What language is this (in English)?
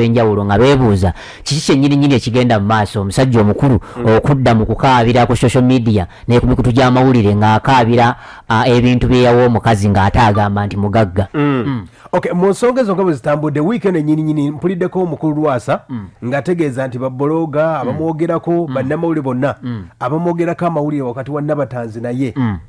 Ganda